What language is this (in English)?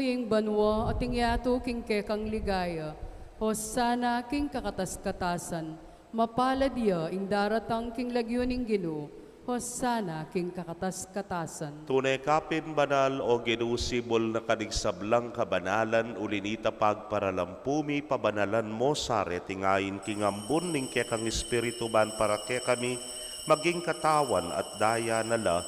Pampanga